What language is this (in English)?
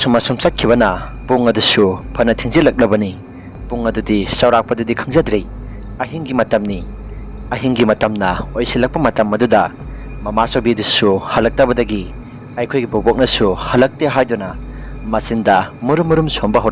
Manipuri